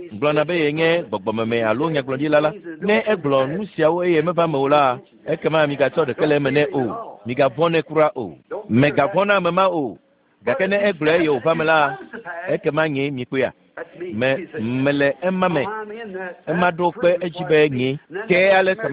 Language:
Ewe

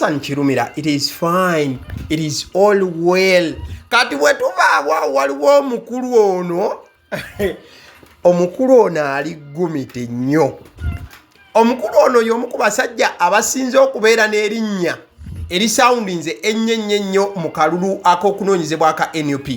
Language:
Ganda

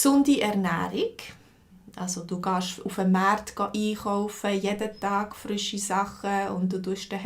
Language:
Swiss German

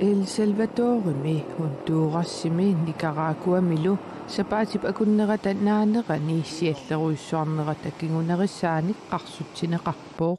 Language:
Kalaallisut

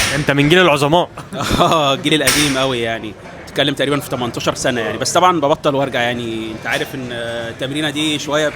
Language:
Egyptian Arabic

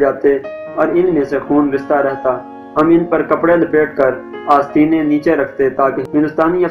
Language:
Urdu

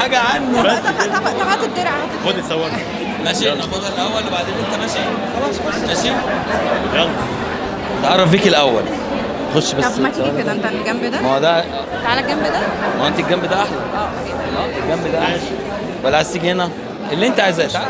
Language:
Egyptian Arabic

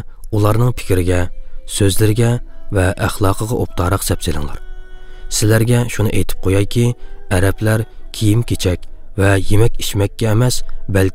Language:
Uyghur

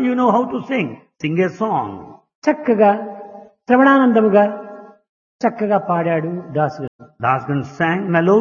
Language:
Telugu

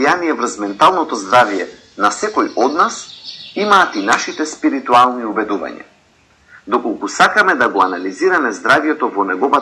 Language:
Macedonian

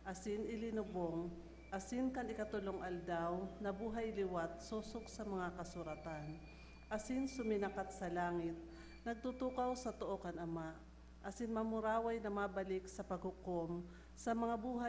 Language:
Bikol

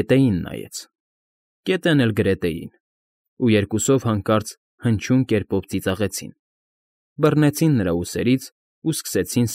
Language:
Armenian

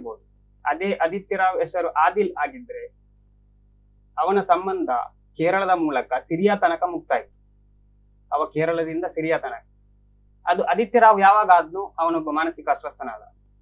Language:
Kannada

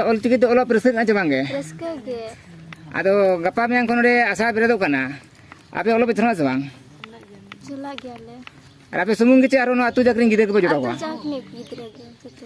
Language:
Santali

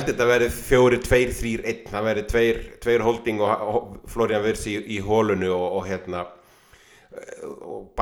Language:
Icelandic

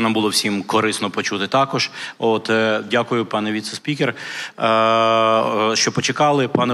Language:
Ukrainian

